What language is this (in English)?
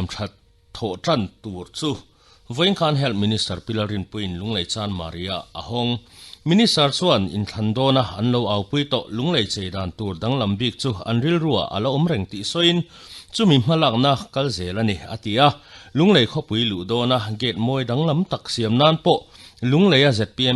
Mizo